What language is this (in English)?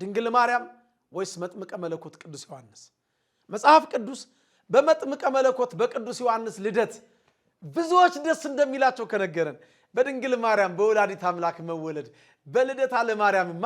Amharic